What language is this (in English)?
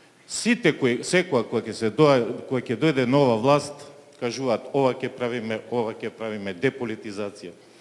Macedonian